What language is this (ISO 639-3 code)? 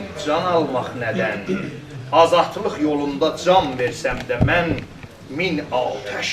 azb